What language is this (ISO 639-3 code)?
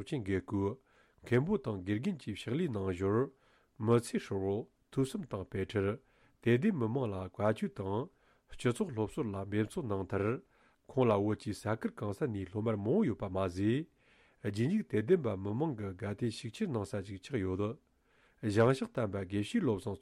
bod